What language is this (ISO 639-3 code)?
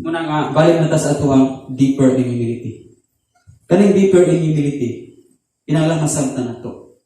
ceb